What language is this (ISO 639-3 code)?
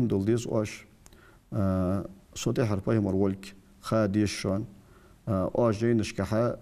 inh